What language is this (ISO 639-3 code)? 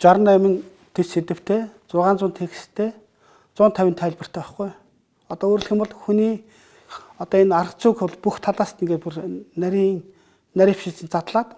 mon